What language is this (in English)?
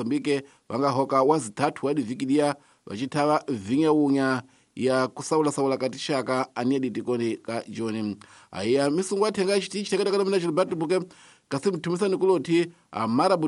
Tsonga